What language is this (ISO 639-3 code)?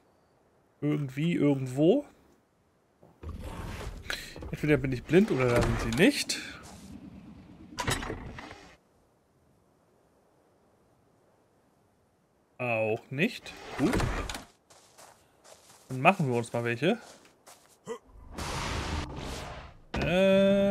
deu